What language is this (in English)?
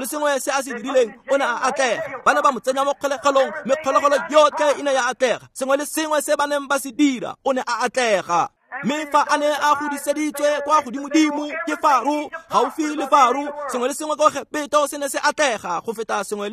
Tswana